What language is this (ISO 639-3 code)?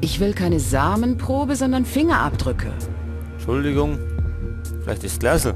bar